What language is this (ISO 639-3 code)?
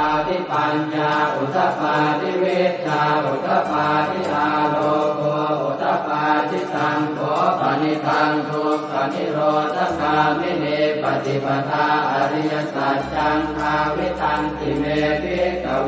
pli